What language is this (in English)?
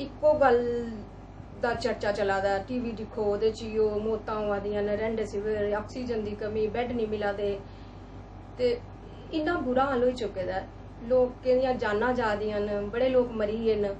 Dogri